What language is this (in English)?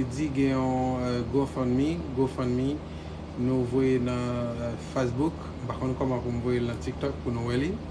Haitian Creole